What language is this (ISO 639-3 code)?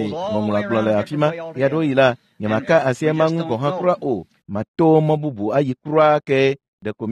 ewe